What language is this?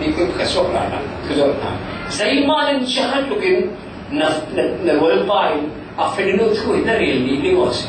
Falam Chin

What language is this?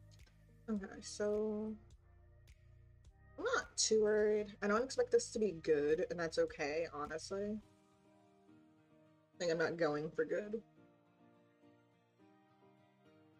English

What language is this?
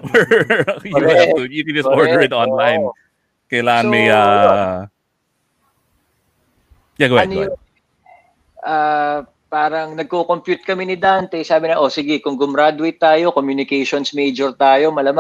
Filipino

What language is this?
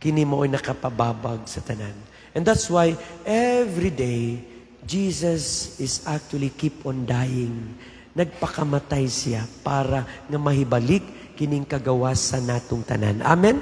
Cebuano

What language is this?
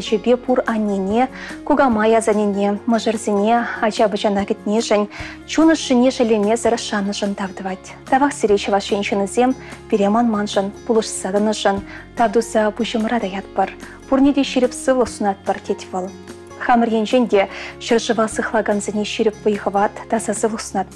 Chuvash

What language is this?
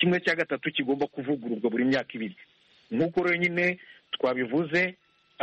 Kinyarwanda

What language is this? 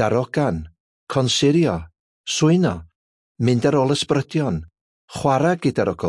Welsh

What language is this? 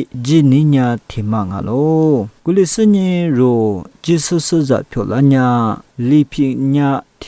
Lisu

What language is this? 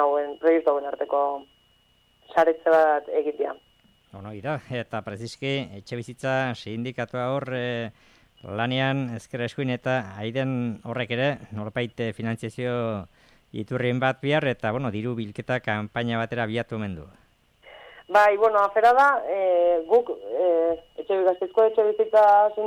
Basque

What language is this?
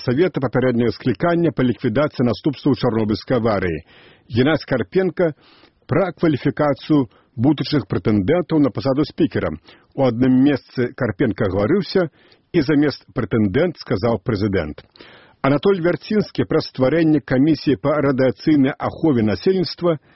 Belarusian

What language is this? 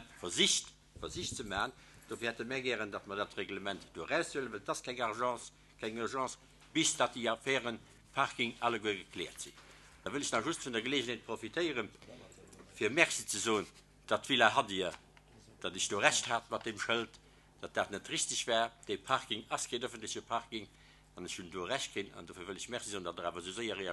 Luxembourgish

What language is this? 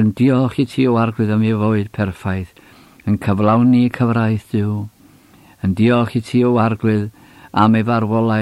Welsh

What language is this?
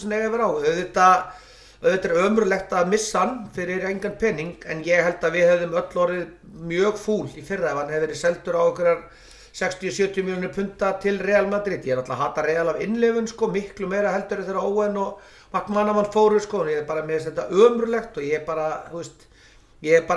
Icelandic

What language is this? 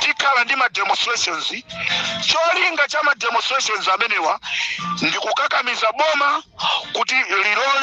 Nyanja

